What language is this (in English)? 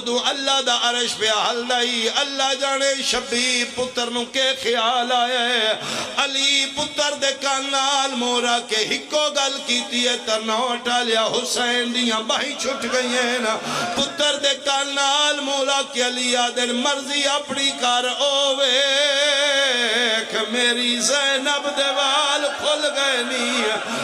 Pahari-Potwari